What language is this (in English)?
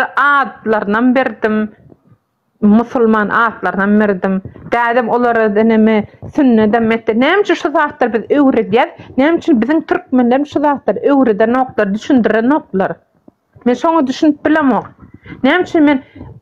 Turkmen